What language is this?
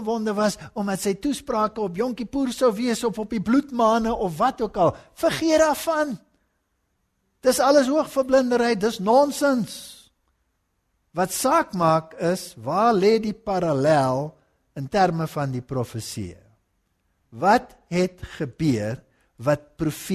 Afrikaans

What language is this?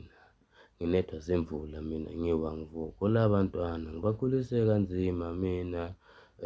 Zulu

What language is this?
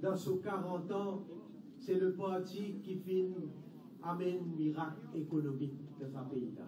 Morisyen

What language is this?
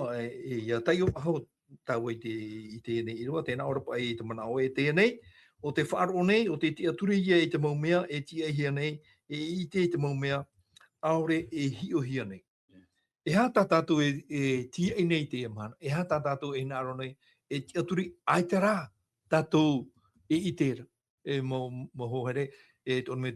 Tahitian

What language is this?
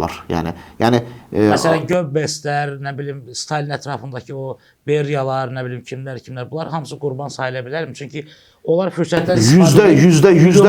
Azerbaijani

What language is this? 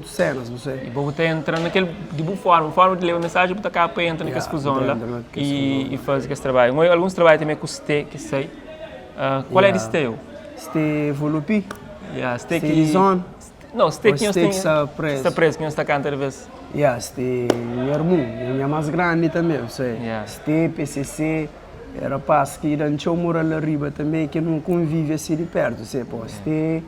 Kabuverdianu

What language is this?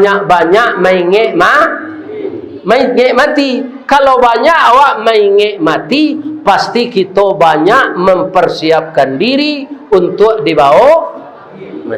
Minangkabau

